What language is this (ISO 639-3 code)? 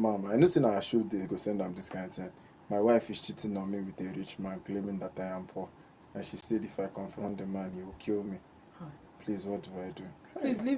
ibo